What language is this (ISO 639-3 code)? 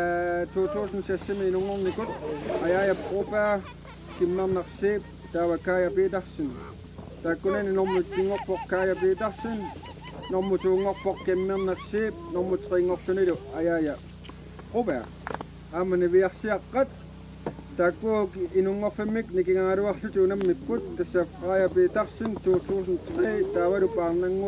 kal